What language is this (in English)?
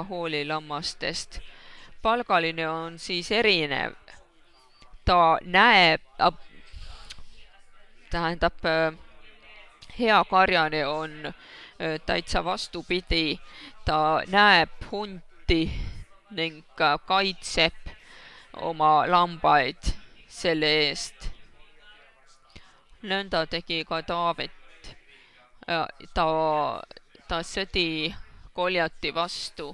Estonian